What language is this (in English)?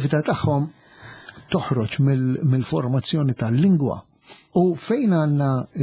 Maltese